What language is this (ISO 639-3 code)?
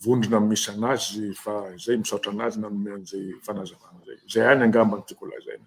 mlg